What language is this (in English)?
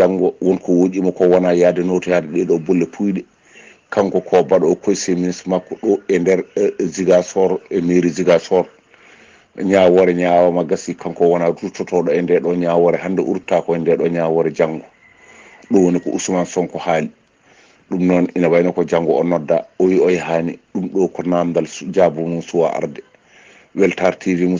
Fula